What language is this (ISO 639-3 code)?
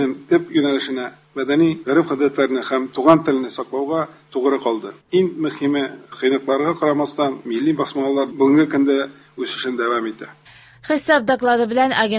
tat